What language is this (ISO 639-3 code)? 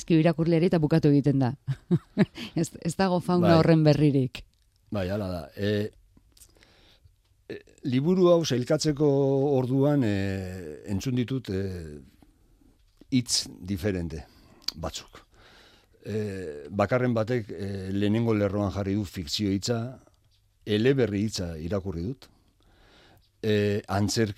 eus